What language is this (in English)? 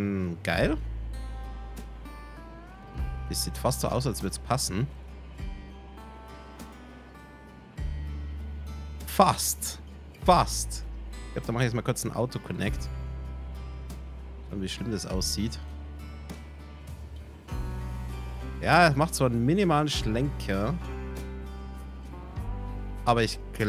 German